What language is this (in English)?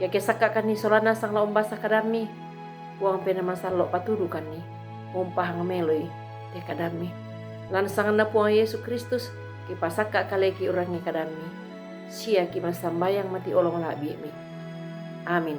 Toraja-Sa'dan